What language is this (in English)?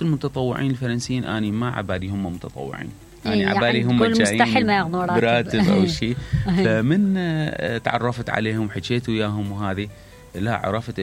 Mesopotamian Arabic